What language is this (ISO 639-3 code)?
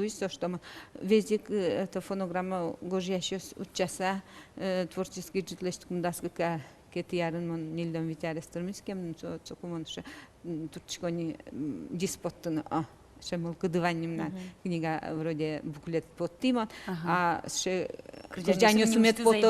udm